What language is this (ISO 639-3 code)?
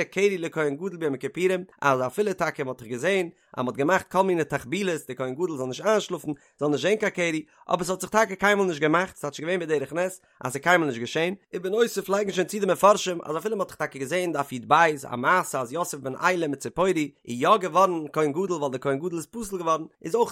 yid